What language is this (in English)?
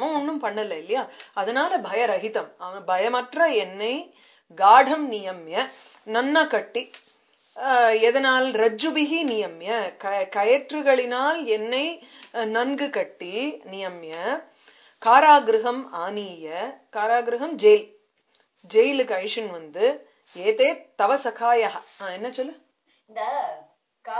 Tamil